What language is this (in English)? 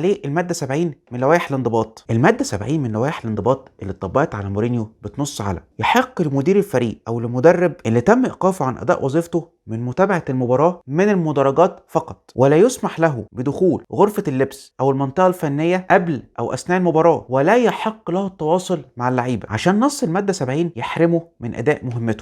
Egyptian Arabic